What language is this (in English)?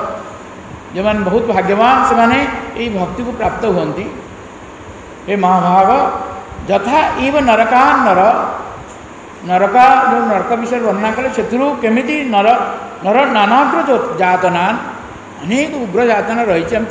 Odia